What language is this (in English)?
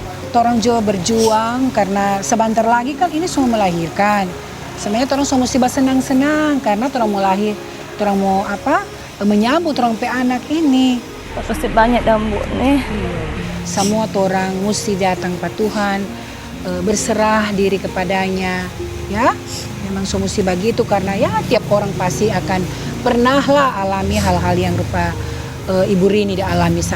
Manado Malay